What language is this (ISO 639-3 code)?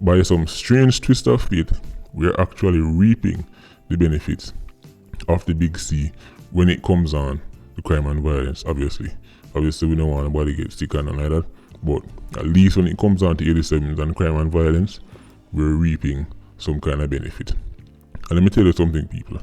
jam